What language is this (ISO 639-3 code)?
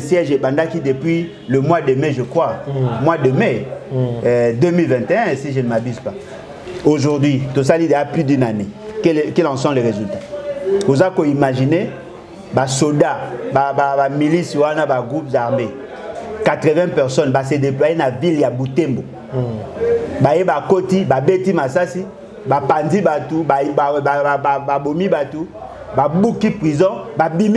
lin